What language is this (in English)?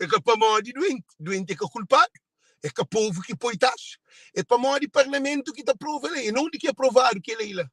Kabuverdianu